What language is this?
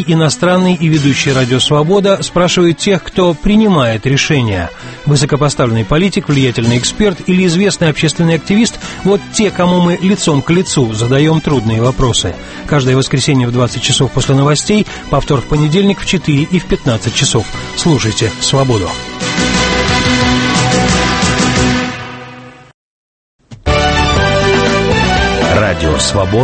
Russian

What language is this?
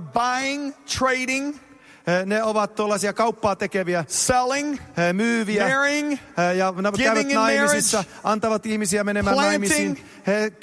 Finnish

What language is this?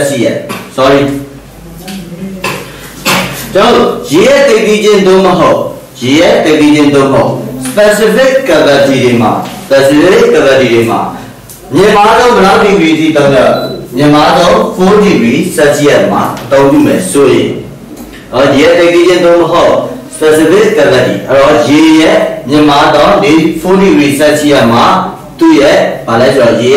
Burmese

